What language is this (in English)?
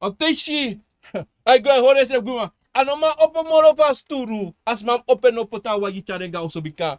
Sranan Tongo